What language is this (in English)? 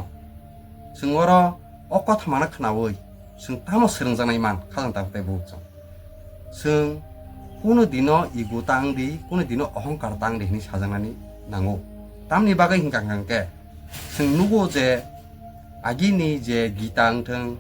Kok Borok